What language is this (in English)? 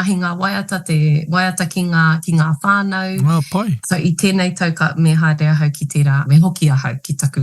Māori